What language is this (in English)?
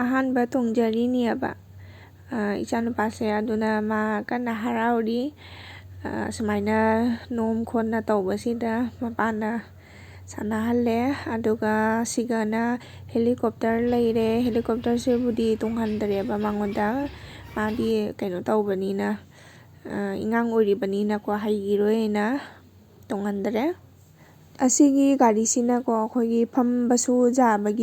Manipuri